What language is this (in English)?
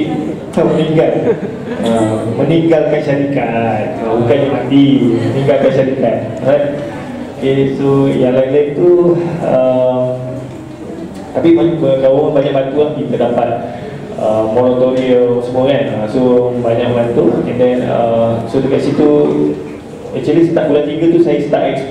Malay